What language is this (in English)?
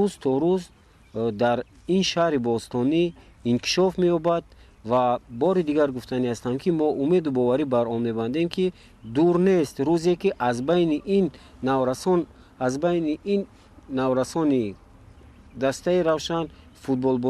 Tajik